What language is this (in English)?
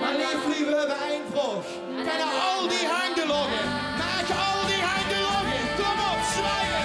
Limburgish